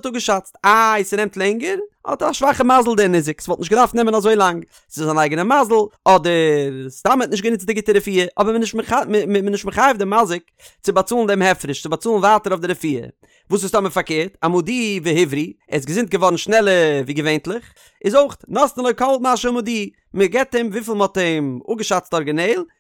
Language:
Yiddish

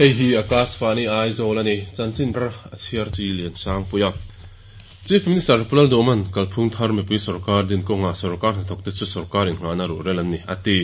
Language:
Mizo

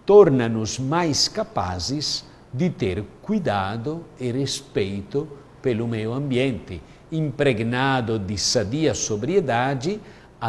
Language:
Portuguese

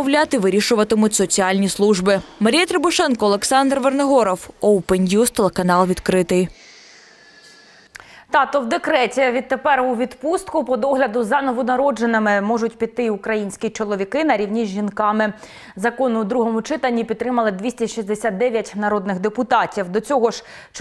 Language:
Ukrainian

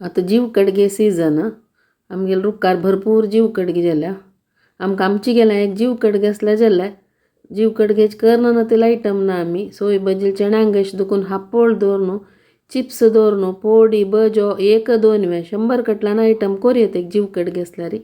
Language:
Konkani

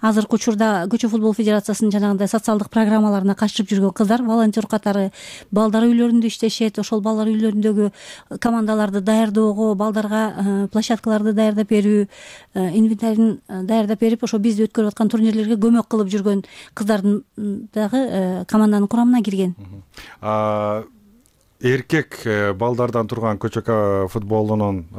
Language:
Kyrgyz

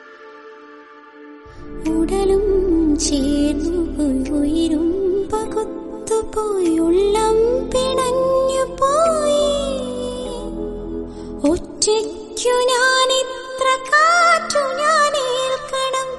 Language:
Malayalam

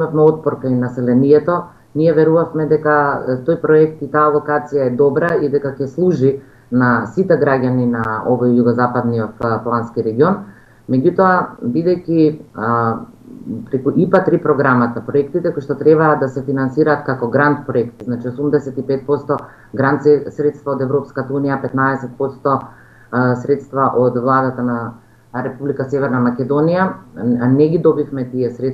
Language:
Macedonian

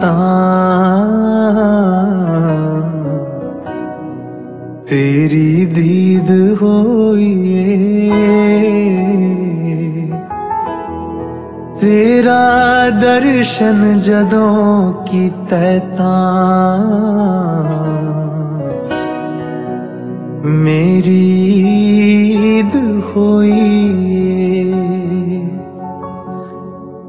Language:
Punjabi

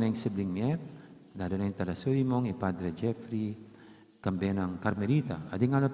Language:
Pampanga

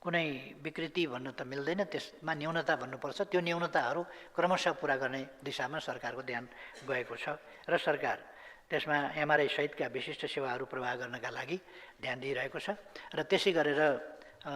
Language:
Nepali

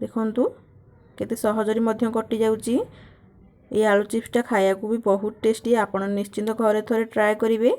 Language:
Odia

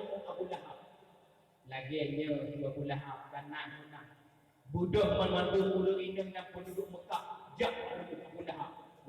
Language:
Achinese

